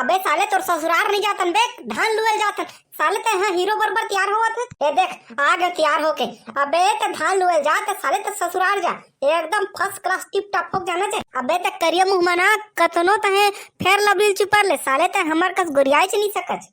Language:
Chhattisgarhi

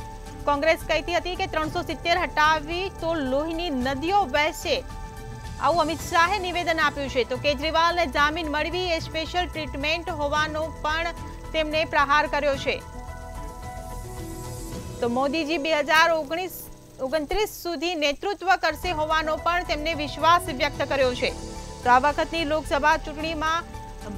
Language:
Gujarati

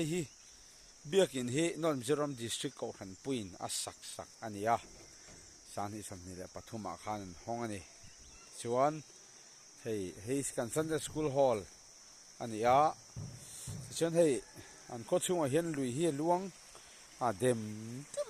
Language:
Mizo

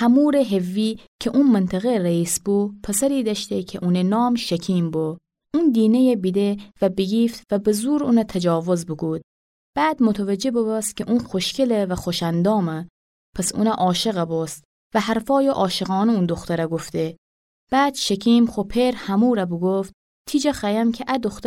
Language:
Gilaki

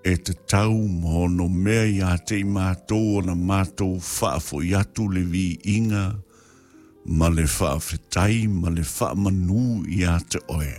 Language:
Samoan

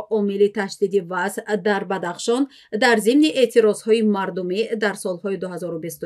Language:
Tajik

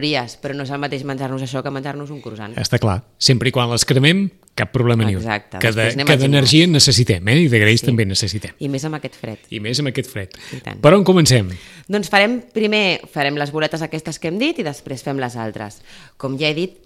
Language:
Catalan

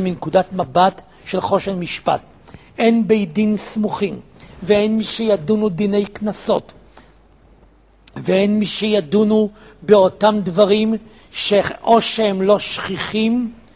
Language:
Hebrew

